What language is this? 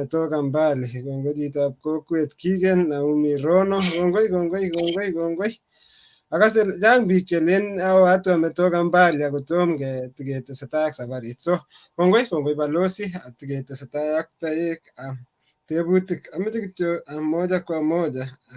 Kalenjin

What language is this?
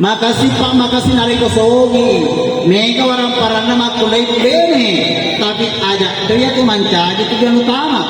Buginese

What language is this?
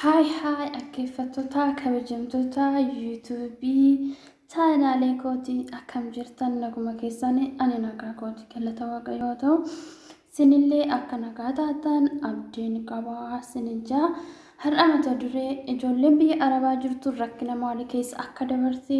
Oromo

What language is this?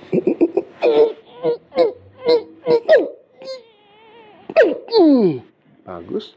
Malay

